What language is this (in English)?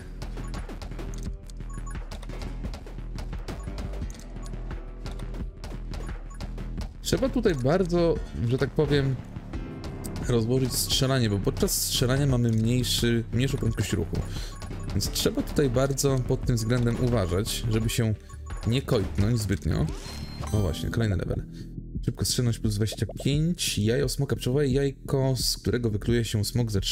Polish